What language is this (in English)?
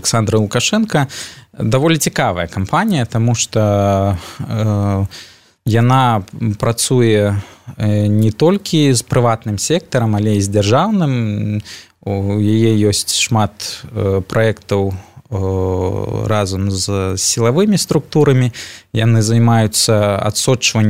Belarusian